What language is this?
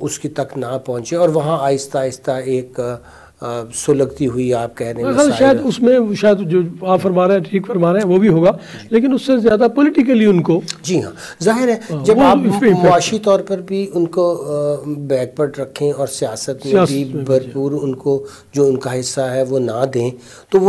Urdu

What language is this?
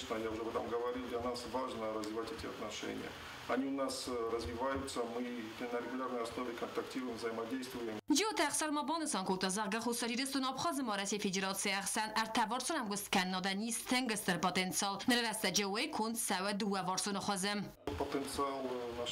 Ossetic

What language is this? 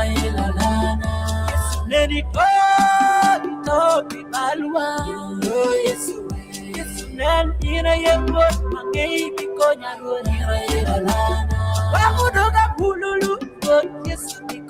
Acoli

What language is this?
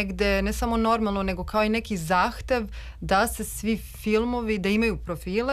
Serbian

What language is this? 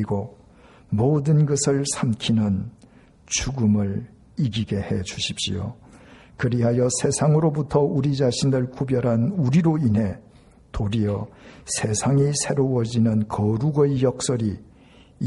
Korean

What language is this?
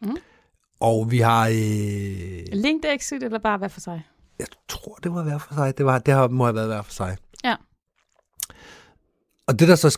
Danish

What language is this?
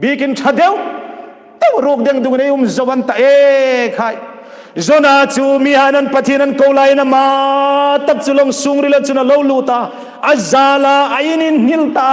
Hmar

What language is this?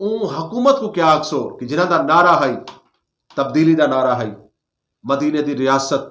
Saraiki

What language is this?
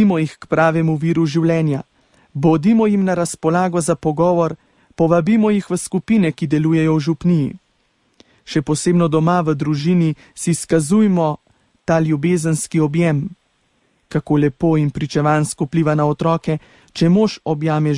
Slovenian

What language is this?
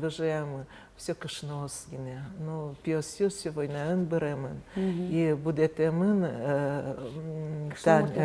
Udmurt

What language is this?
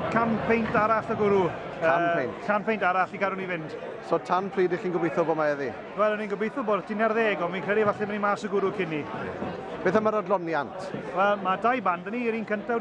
Welsh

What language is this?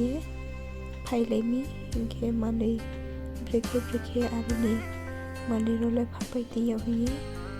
Riang (India)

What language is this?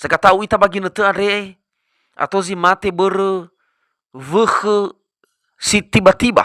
Nias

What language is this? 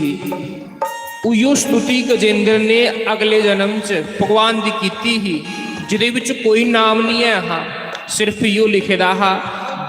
Dogri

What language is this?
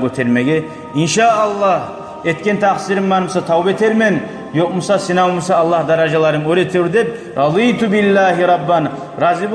Kumyk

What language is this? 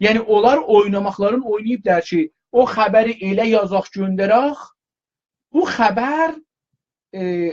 South Azerbaijani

